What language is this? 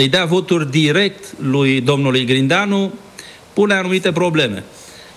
Romanian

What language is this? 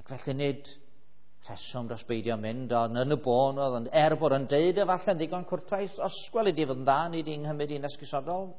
Welsh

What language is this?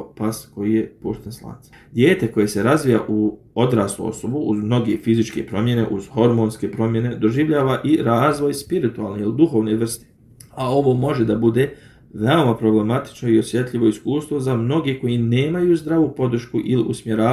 Bosnian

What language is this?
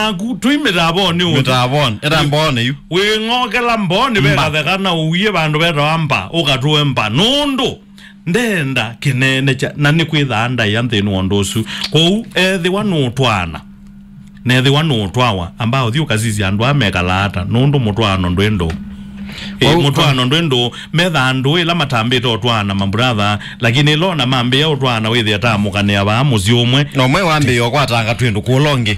Kamba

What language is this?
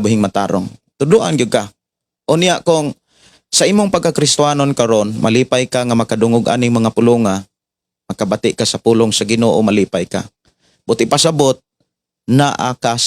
Cebuano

